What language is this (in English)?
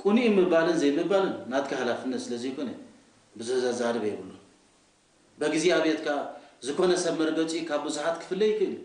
Tigrinya